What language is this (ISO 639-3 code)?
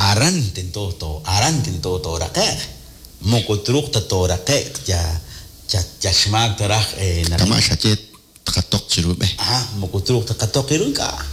kek